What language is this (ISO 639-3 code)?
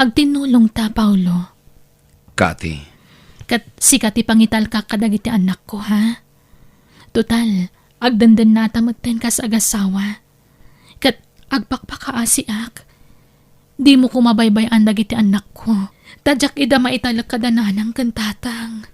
ilo